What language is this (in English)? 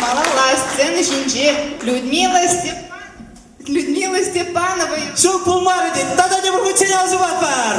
Chuvash